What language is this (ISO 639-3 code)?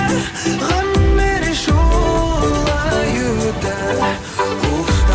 bak